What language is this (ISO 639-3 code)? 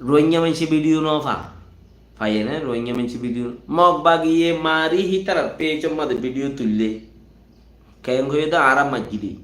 rhg